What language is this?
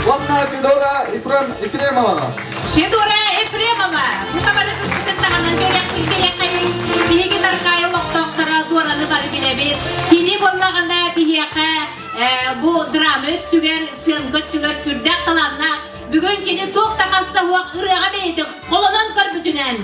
Yakut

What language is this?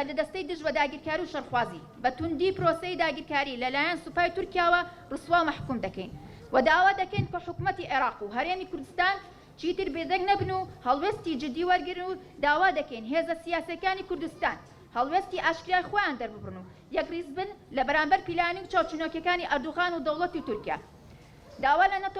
Central Kurdish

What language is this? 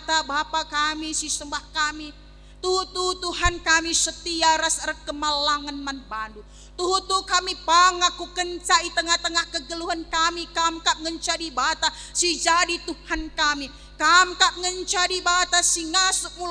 Batak Karo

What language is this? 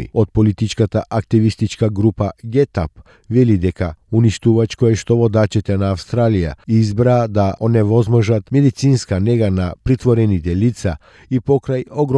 Macedonian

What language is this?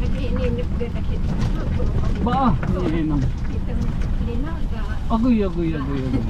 Waray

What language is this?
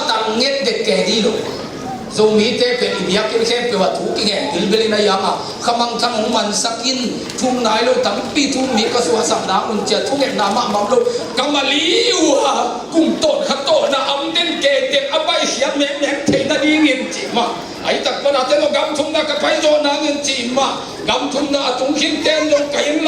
Tedim Chin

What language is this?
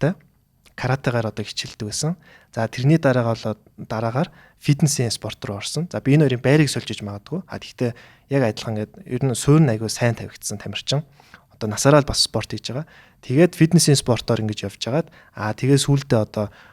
Mongolian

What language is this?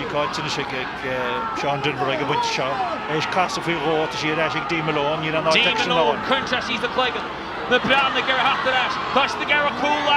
Irish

